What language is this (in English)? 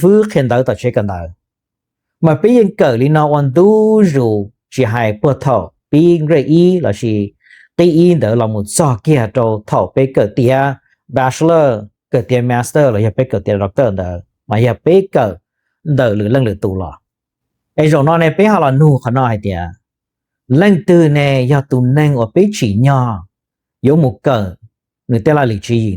Hmong